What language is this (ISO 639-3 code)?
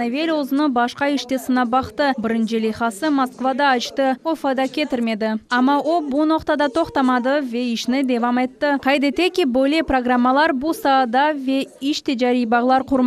crh